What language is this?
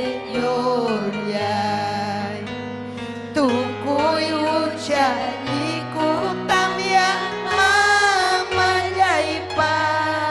Ayacucho Quechua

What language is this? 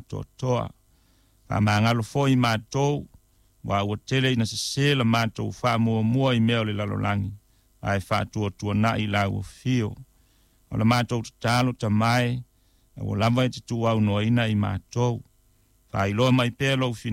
Samoan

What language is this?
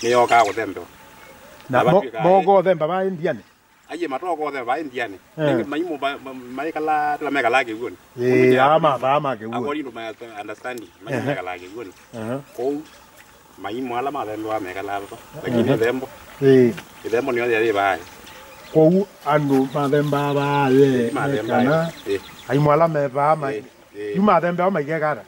Kamba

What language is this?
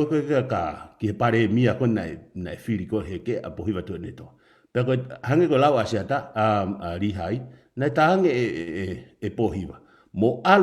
Tongan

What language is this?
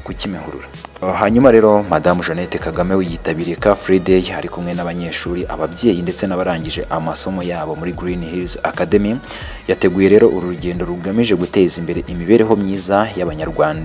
Kinyarwanda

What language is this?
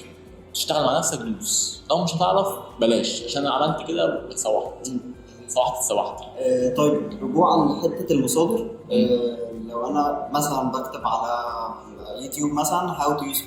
Egyptian Arabic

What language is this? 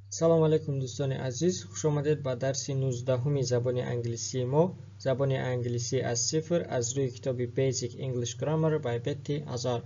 Tajik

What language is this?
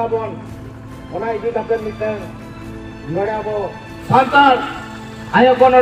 Santali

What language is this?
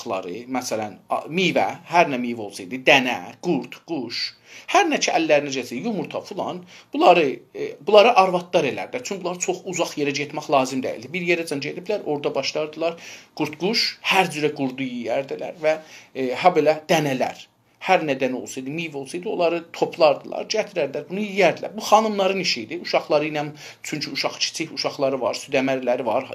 South Azerbaijani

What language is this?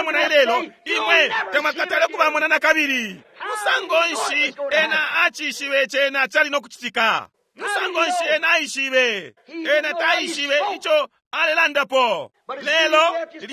Bemba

